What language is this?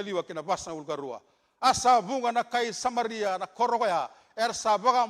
Fijian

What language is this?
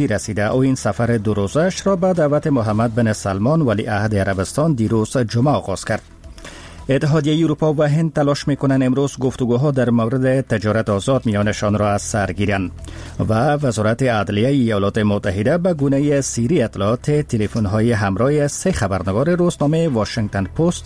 Persian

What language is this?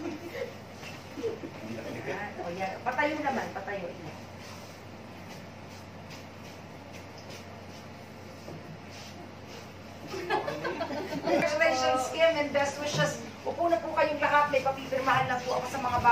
Filipino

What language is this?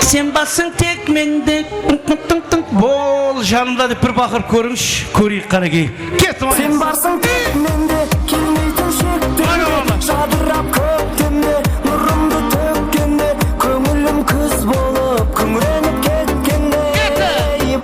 Kara-Kalpak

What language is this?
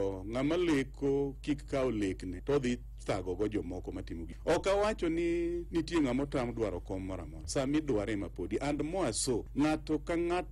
Luo (Kenya and Tanzania)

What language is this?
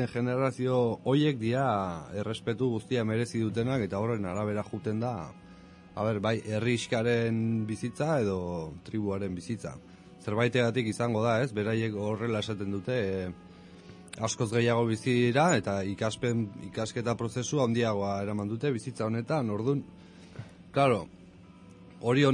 Basque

